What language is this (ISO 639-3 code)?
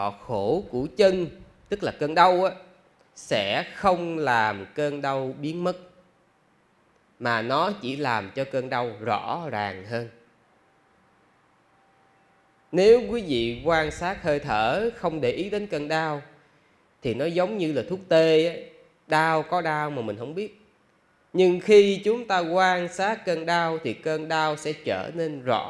vie